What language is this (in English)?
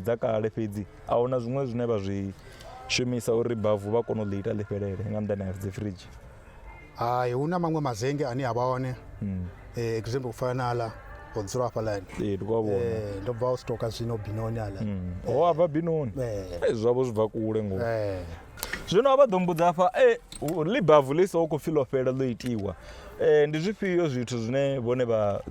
Venda